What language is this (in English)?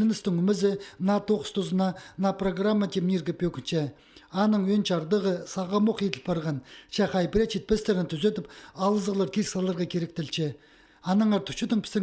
Khakas